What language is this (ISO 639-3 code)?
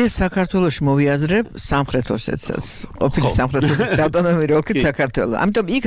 kat